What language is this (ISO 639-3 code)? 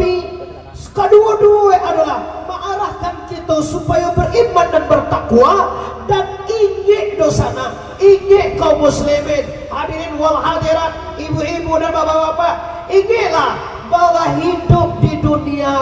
min